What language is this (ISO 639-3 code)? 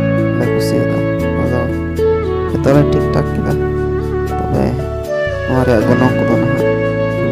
sat